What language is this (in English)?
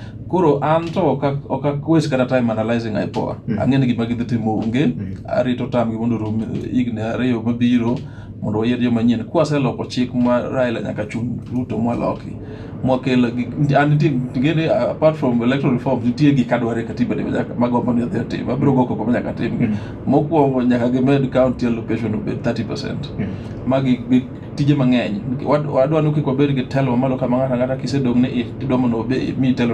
Luo (Kenya and Tanzania)